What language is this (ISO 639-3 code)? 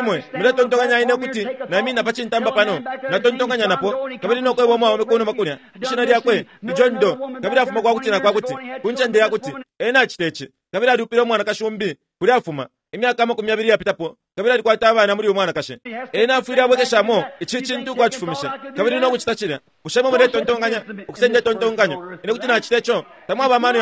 bem